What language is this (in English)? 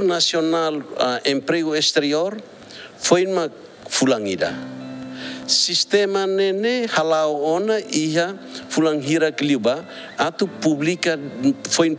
Tetum